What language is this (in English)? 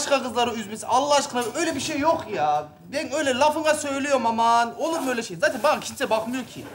Turkish